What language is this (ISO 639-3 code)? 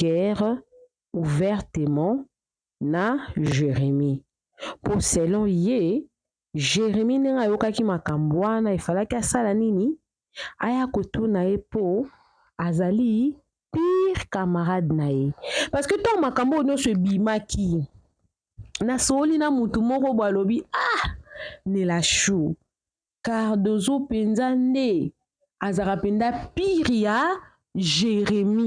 lin